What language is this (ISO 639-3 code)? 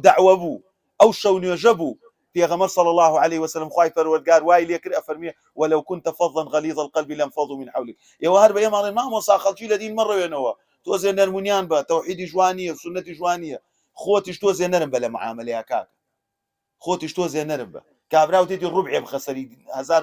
ckb